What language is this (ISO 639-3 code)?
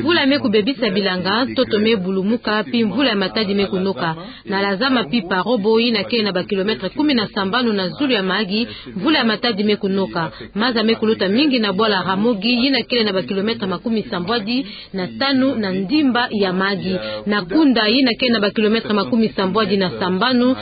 ktu